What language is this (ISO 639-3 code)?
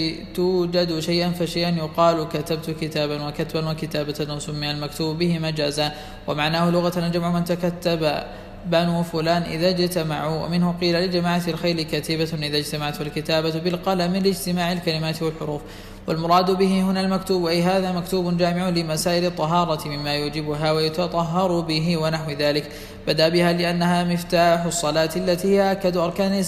ara